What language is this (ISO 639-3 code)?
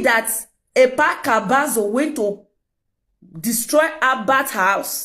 pcm